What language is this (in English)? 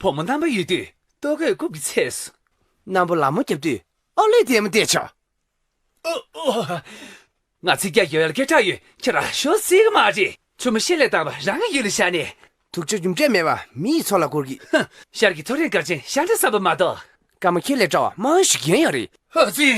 Tibetan